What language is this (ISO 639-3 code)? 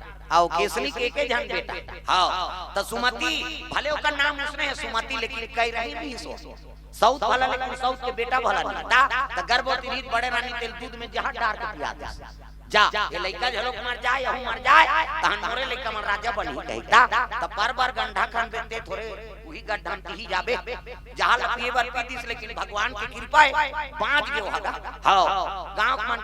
hne